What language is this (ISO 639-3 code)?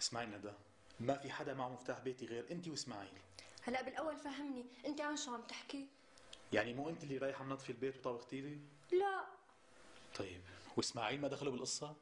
apc